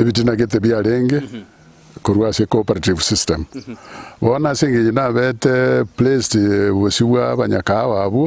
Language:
Gusii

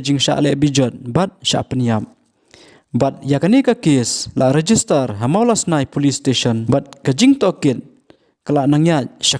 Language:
Khasi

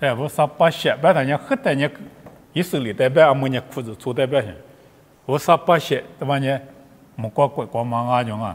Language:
Lisu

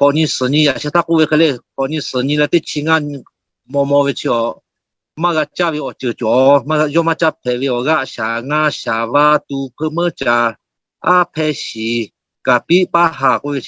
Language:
Lahu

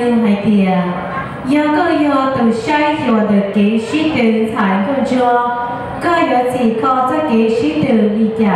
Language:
Hmong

